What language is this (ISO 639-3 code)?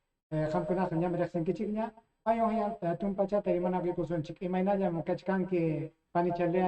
quy